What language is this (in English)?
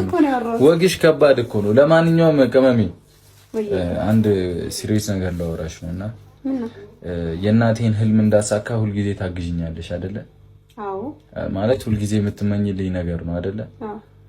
Amharic